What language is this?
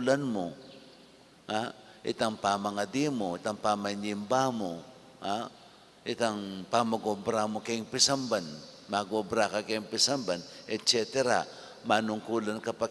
Pampanga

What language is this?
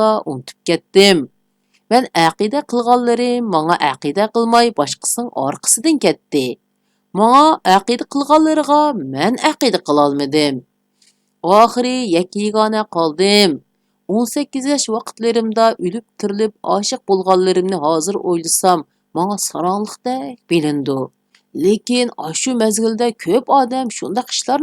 Uyghur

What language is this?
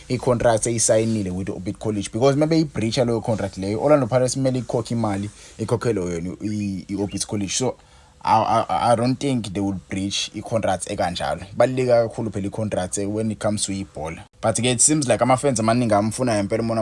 Zulu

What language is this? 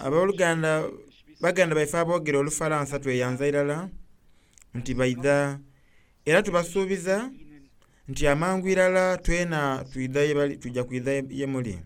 Soga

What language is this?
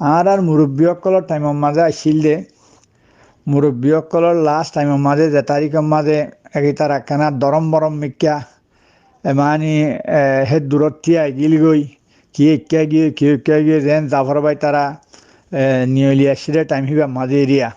Rohingya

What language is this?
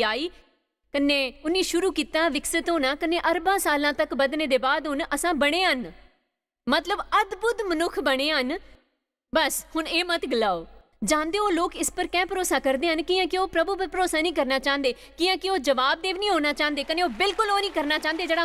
Dogri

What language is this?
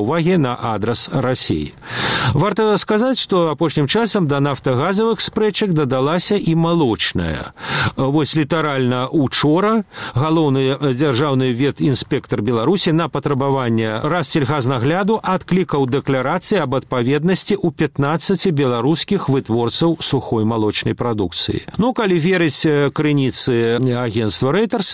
Belarusian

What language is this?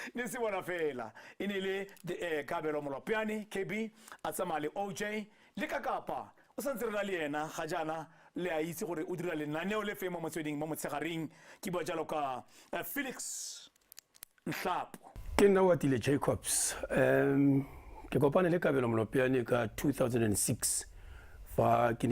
Tswana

